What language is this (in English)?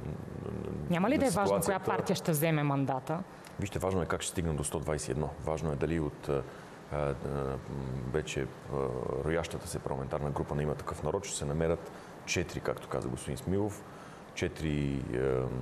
Bulgarian